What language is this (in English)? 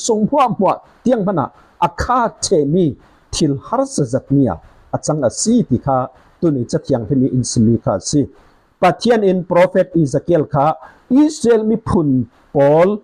Falam Chin